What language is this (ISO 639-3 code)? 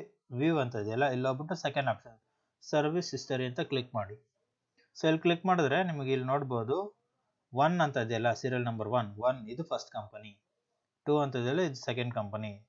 kan